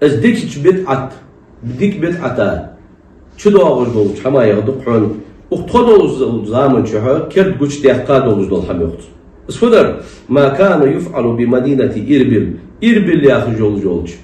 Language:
Ingush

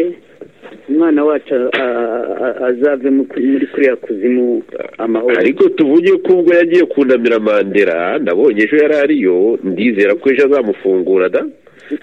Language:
Kinyarwanda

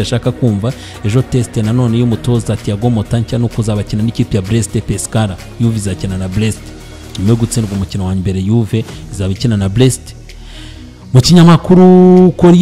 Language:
Kinyarwanda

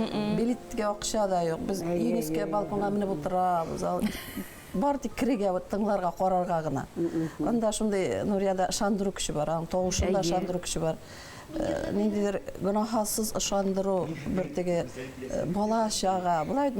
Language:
Bashkir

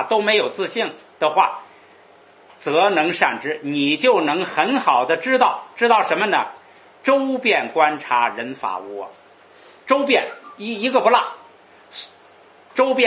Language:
Chinese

